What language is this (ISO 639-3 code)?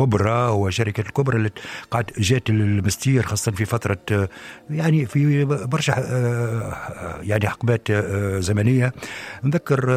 aeb